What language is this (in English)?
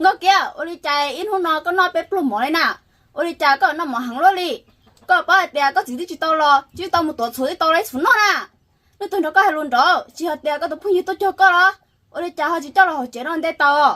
Hmong